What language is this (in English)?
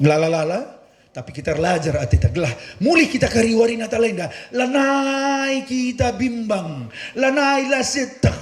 Batak Karo